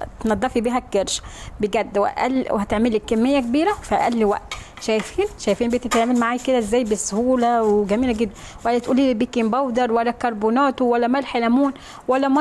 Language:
Egyptian Arabic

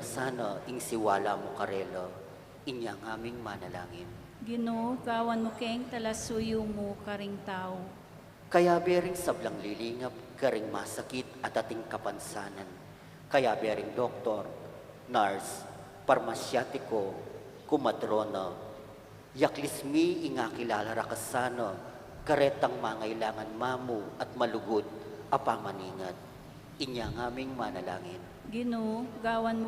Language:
Pampanga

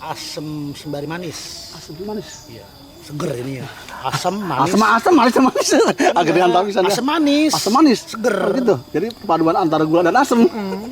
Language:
Betawi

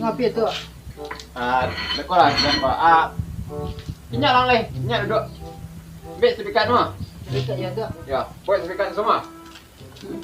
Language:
Minangkabau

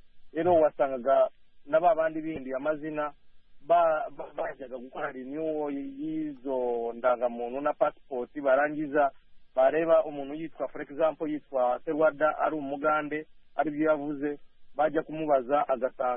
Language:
Kinyarwanda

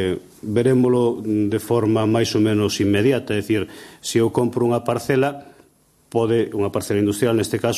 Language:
Galician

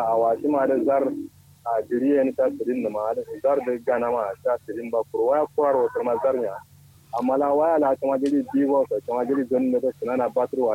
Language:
Kanuri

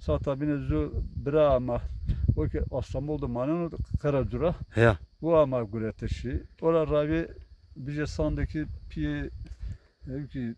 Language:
Zaza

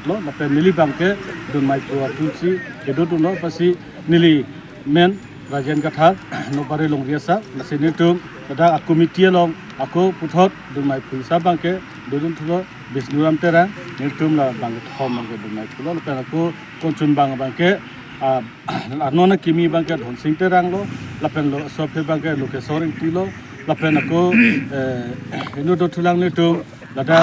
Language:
Karbi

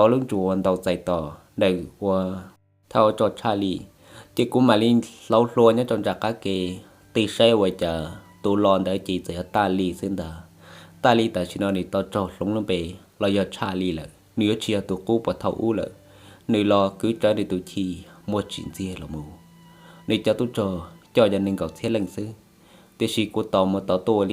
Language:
Hmong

